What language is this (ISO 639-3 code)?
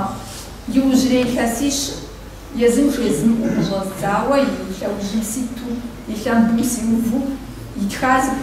kbd